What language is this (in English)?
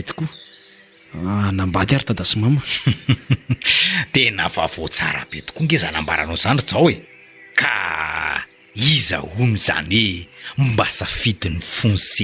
Malagasy